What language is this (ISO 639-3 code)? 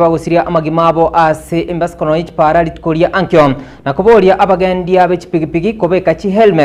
guz